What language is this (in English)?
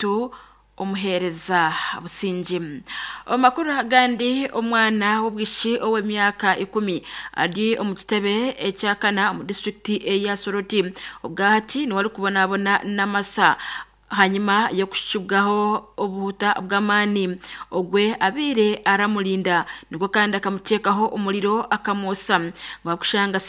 Nyankole